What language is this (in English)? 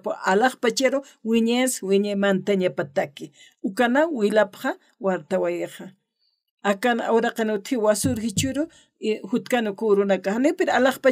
Aymara